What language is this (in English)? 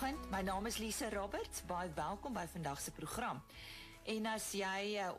Afrikaans